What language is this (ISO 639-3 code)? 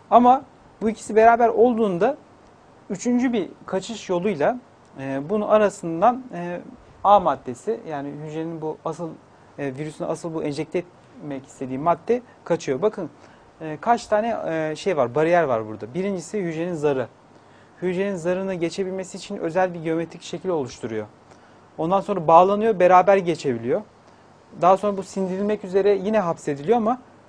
tur